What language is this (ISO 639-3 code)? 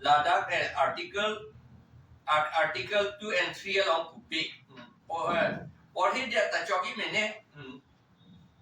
mjw